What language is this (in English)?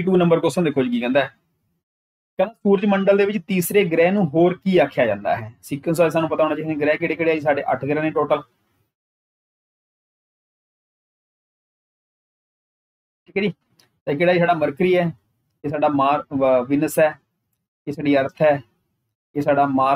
Punjabi